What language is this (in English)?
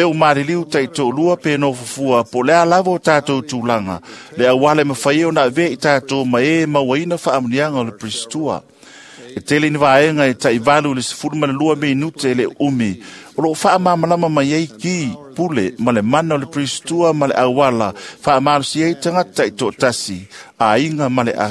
Samoan